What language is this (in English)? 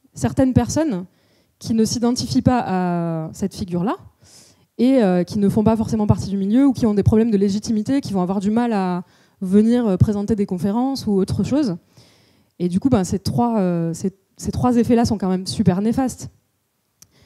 French